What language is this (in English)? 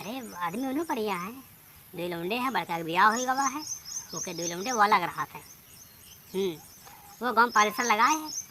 Awadhi